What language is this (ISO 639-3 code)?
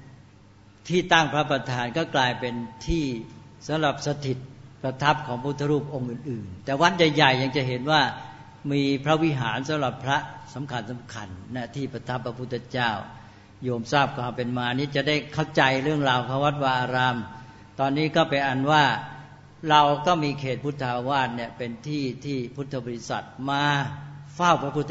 tha